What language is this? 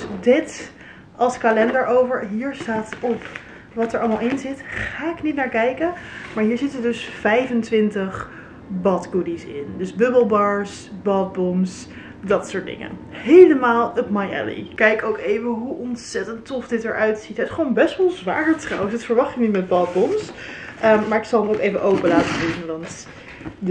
Dutch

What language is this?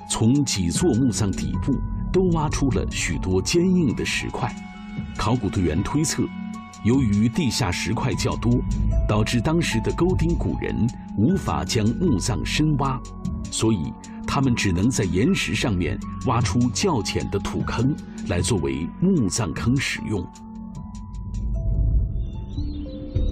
Chinese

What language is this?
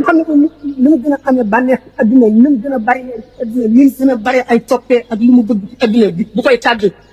Wolof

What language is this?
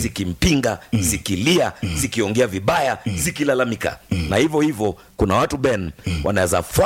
Swahili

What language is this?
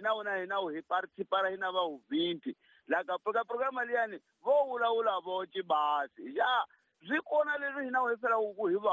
Tsonga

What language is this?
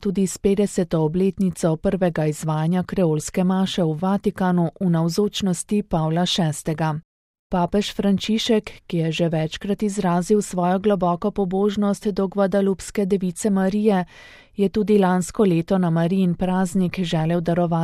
Slovenian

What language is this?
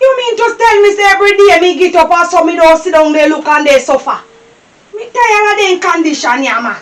Jamaican Creole English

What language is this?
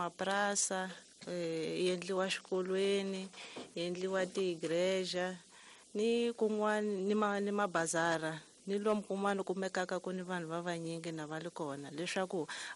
Tsonga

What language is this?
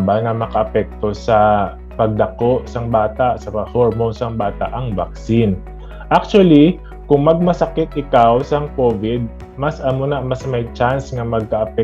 Hiligaynon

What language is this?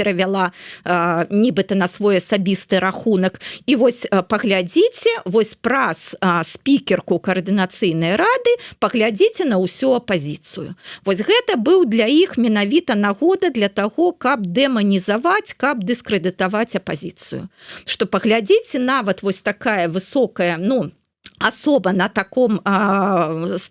Belarusian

